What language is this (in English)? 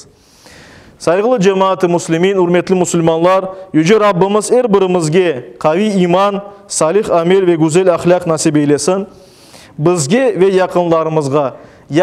Crimean Tatar